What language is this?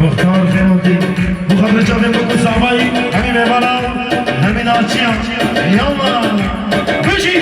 Kurdish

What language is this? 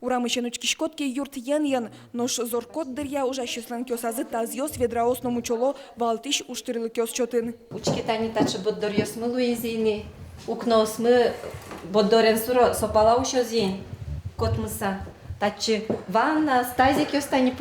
Udmurt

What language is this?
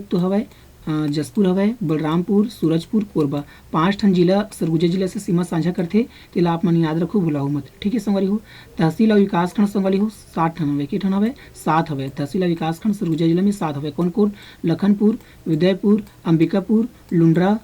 Chhattisgarhi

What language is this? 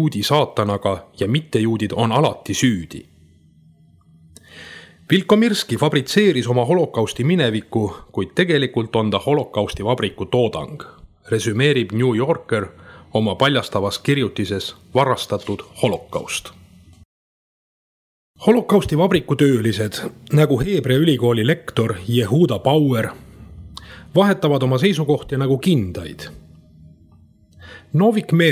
Estonian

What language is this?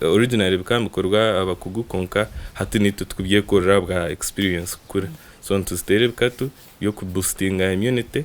Nyankole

